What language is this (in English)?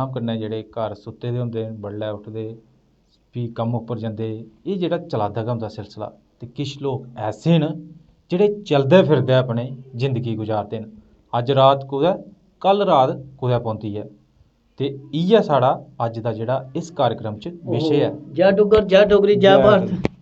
Dogri